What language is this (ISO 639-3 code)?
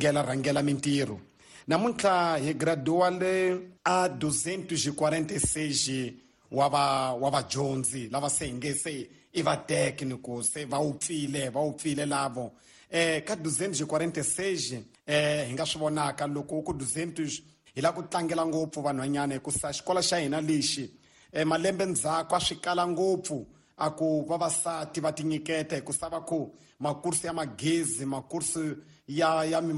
tso